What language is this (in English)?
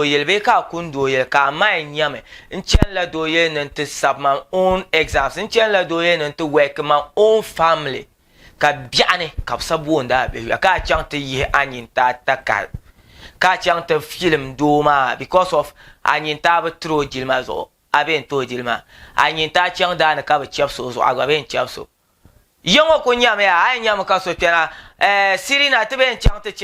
Dagbani